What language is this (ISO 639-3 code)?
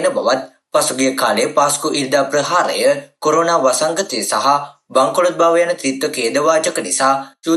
sin